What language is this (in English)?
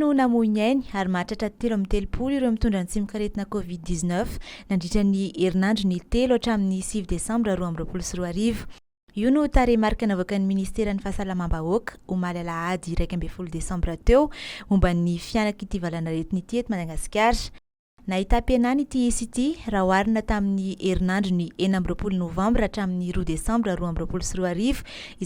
Malagasy